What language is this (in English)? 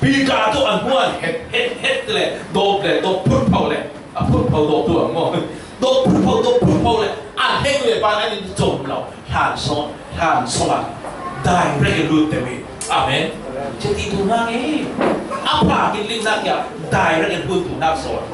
Falam Chin